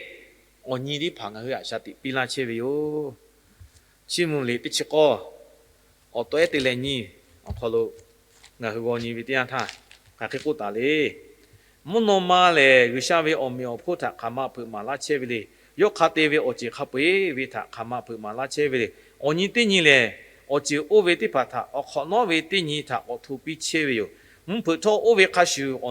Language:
Lahu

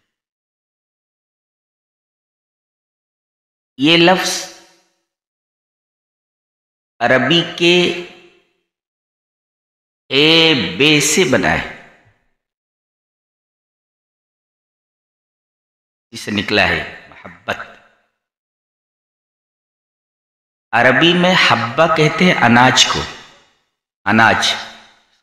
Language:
Urdu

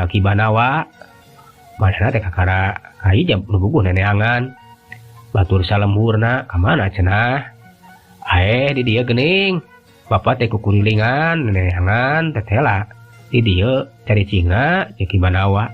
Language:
Sundanese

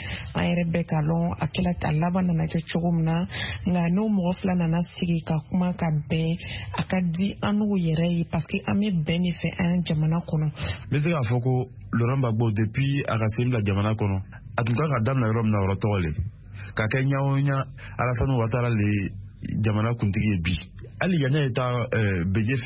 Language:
Bambara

